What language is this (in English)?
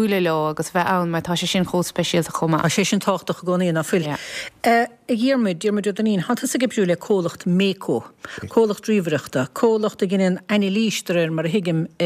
Irish